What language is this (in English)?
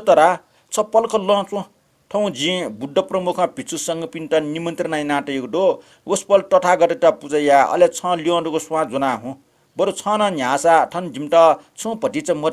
Newari